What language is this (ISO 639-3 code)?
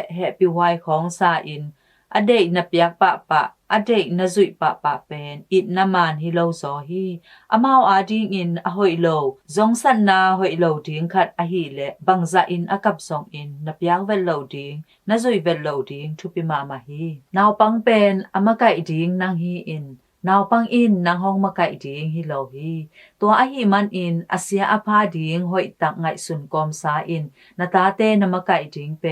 ctd